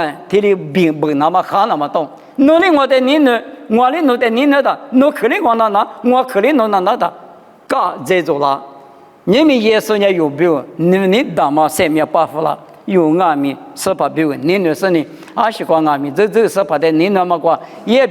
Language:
Lisu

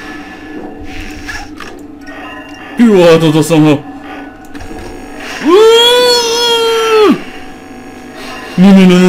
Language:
Slovak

